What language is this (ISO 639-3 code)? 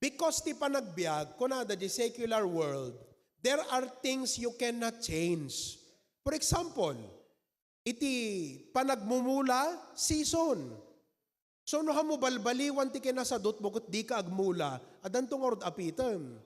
ilo